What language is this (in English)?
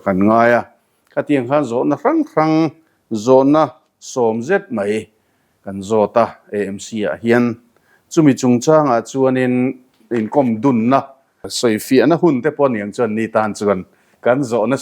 Mizo